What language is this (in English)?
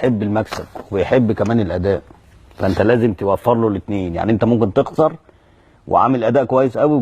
Egyptian Arabic